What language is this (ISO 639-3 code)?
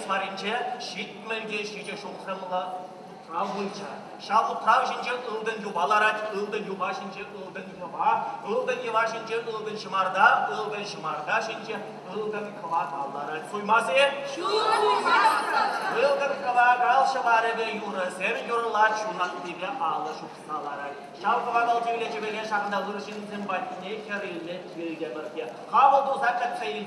chv